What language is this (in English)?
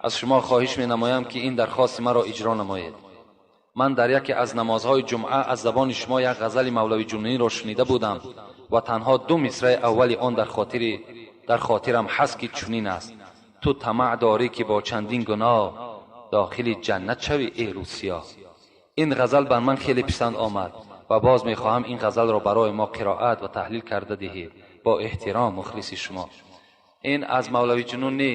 Tajik